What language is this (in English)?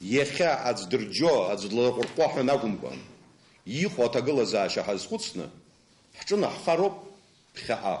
Abkhazian